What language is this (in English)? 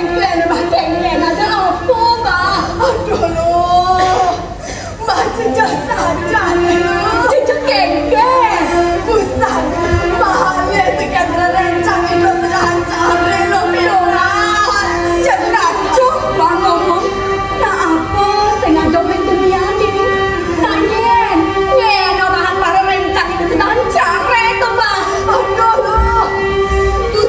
Balinese